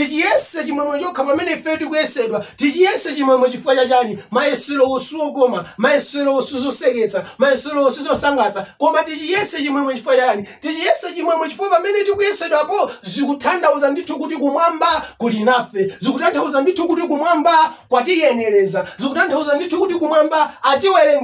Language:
Nyanja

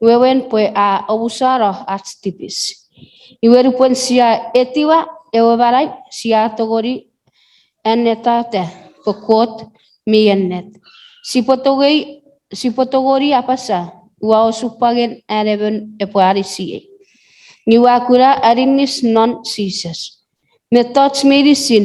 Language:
Chuukese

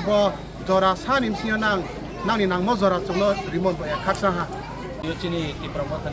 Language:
Kok Borok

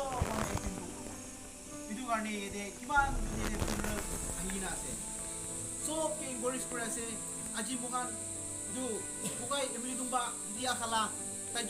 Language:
Naga Pidgin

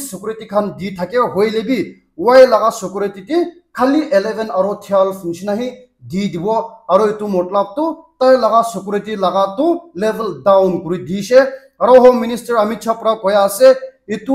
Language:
Naga Pidgin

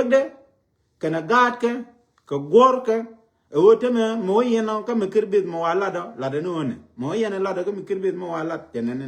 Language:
Nuer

